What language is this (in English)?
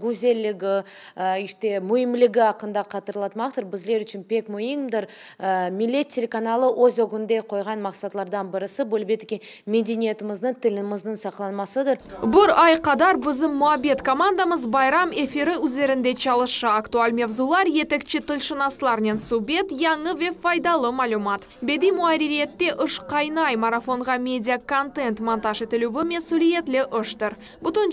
Crimean Tatar